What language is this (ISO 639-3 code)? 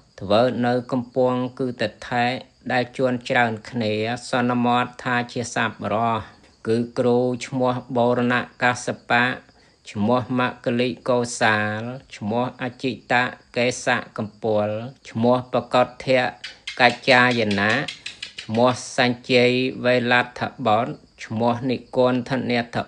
khm